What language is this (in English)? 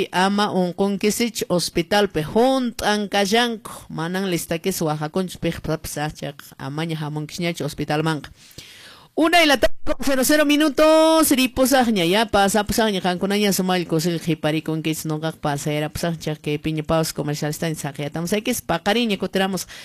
Quechua